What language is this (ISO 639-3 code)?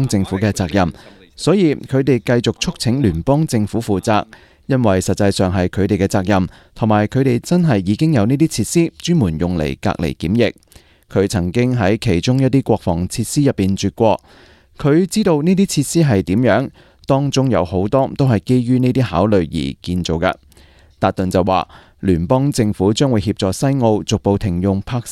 yue